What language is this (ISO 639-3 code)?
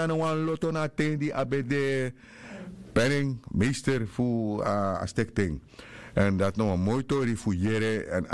srn